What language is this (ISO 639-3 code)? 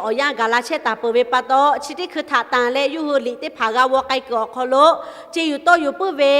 lhu